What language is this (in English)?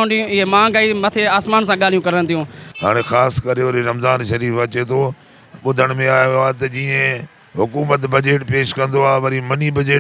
Sindhi